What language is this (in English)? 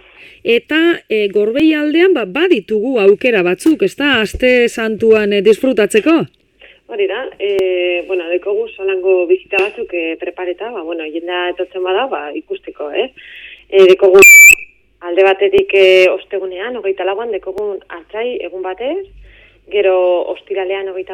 Basque